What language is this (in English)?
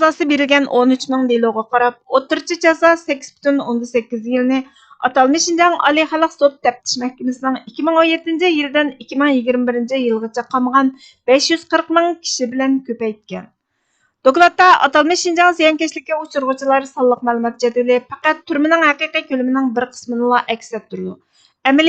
Uyghur